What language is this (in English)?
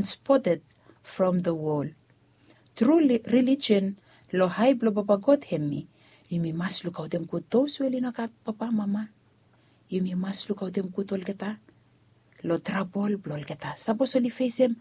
Bislama